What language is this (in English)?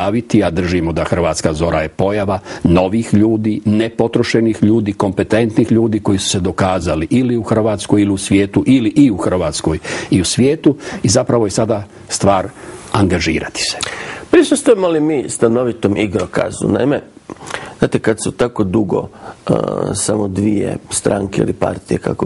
Croatian